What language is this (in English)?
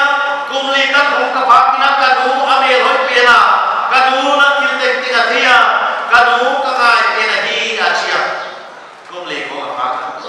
Paite Chin